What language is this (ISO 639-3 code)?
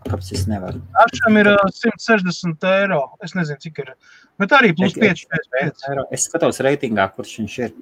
lav